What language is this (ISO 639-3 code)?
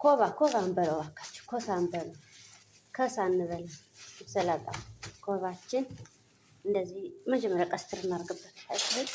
amh